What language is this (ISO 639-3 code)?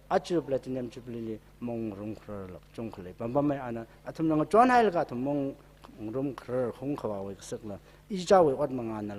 nmf